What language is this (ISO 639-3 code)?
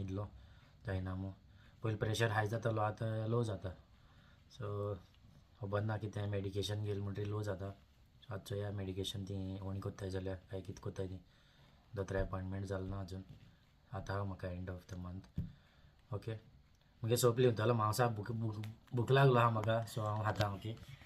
kok